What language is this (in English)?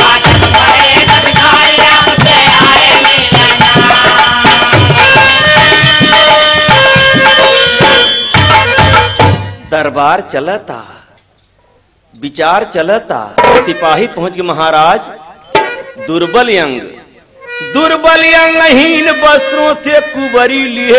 Bhojpuri